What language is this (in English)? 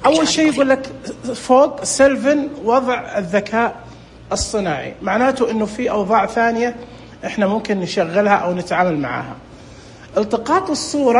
Najdi Arabic